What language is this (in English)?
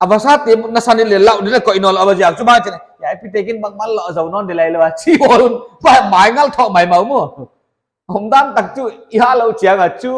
Paite Chin